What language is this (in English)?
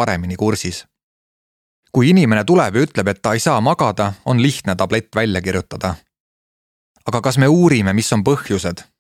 Estonian